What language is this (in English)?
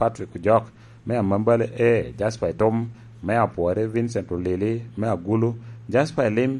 Lango (Uganda)